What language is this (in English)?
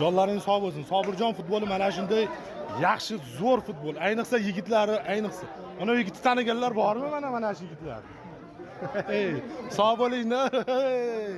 Uzbek